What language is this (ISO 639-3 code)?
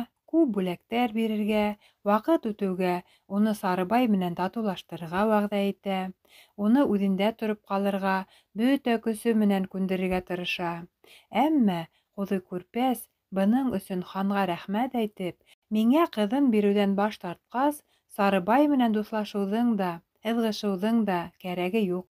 bak